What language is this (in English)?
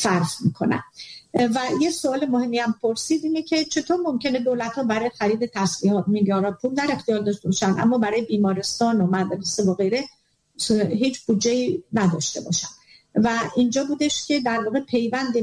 Persian